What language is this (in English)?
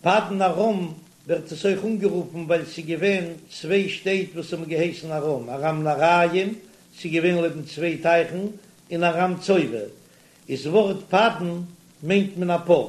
Yiddish